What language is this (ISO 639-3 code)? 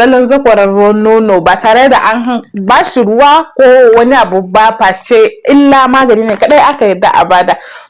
hau